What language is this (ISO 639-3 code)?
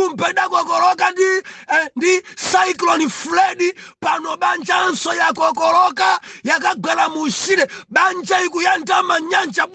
nya